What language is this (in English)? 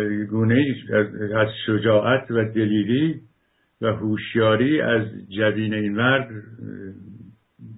Persian